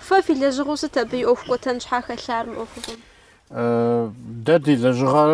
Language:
Kabardian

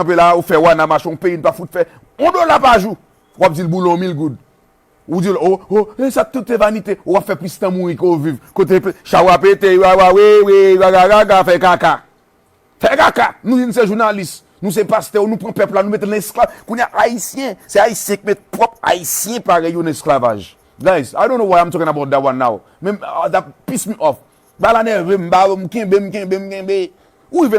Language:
Haitian Creole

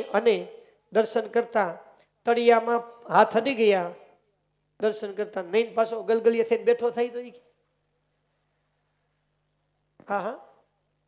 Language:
Gujarati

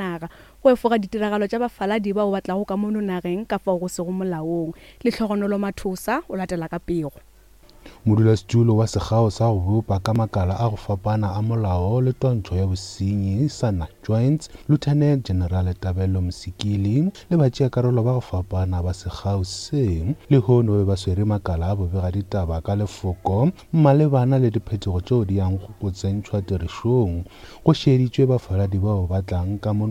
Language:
Northern Sotho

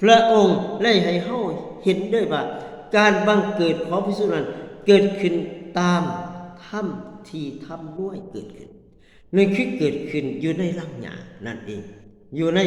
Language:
Lao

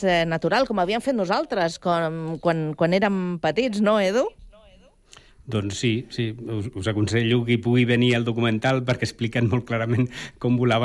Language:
Catalan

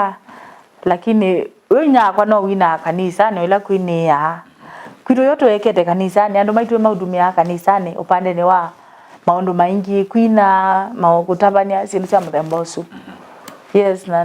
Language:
Kamba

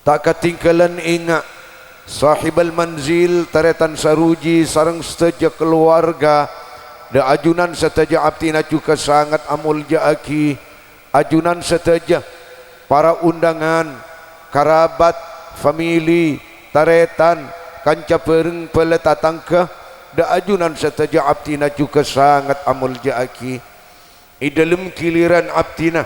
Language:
Madurese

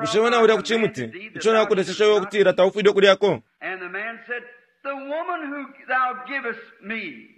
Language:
Bemba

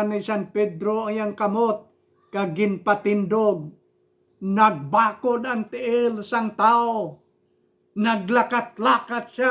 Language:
Hiligaynon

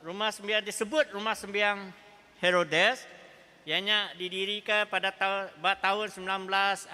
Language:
Iban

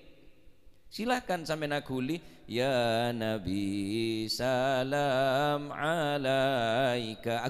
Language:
Madurese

